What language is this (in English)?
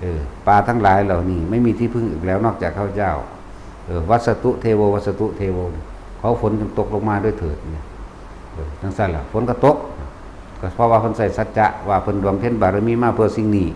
Lao